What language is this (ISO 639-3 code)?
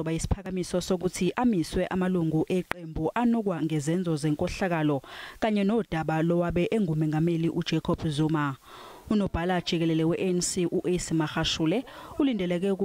zul